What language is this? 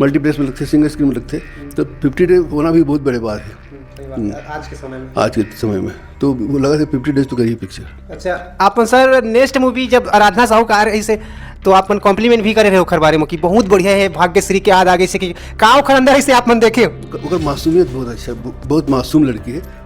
Chhattisgarhi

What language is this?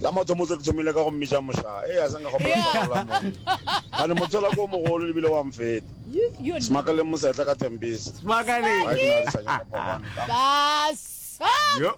Northern Sotho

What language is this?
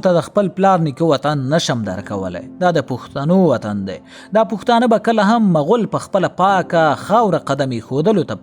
Pashto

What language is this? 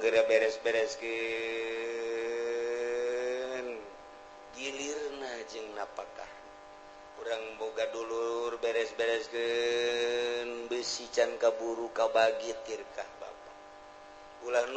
Sundanese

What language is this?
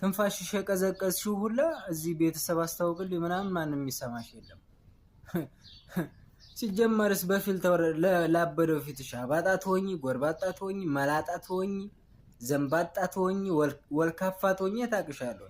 Amharic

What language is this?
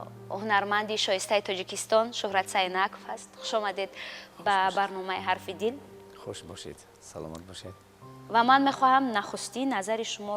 Tajik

